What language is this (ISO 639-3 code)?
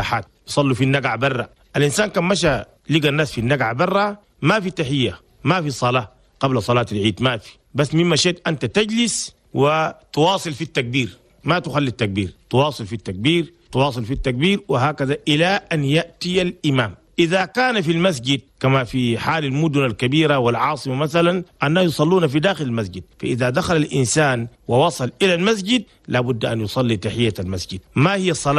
shu